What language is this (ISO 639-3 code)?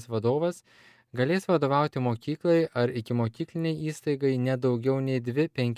lit